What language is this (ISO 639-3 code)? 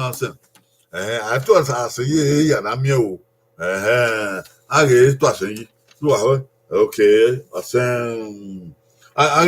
bin